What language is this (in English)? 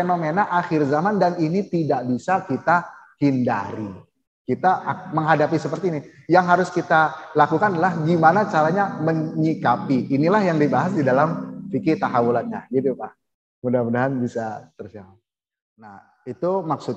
Indonesian